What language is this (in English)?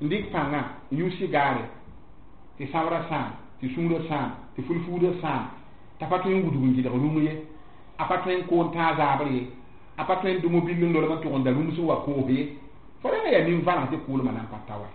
Mossi